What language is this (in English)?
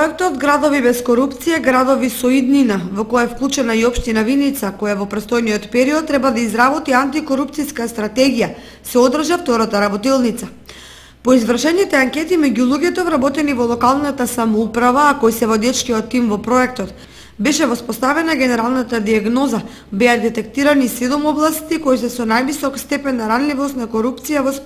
Macedonian